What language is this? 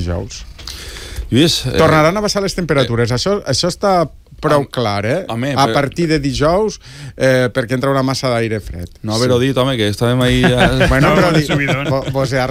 Catalan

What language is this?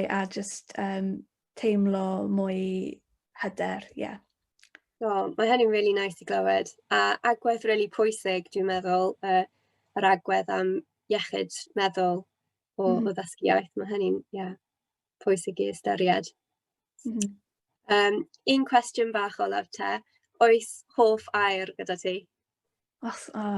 Welsh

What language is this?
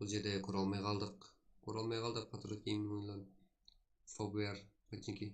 Kara-Kalpak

